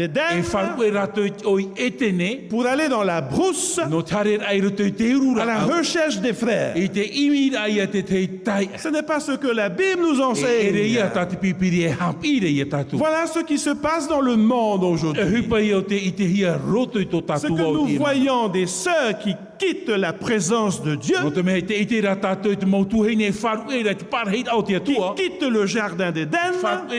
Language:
Tahitian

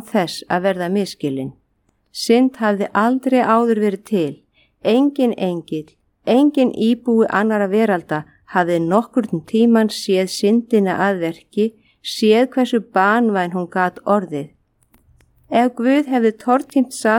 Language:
Icelandic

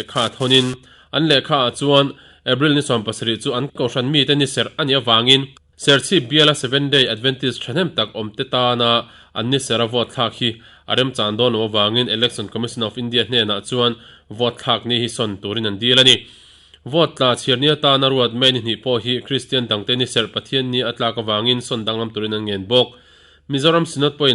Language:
Mizo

